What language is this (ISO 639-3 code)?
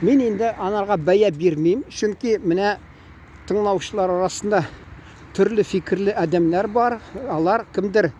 tat